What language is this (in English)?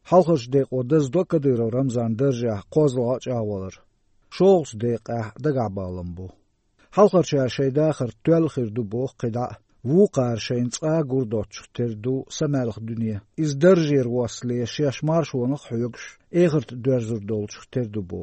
Chechen